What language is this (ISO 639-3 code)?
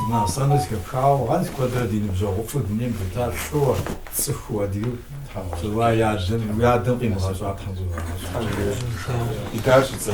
kbd